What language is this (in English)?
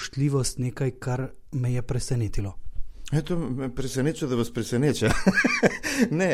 Slovenian